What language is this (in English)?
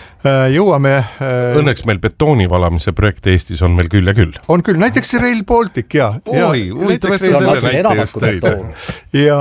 Estonian